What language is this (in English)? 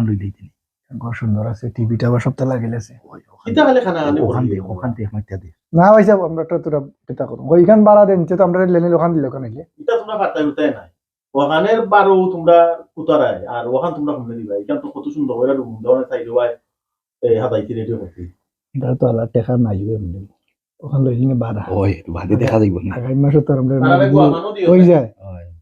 Sylheti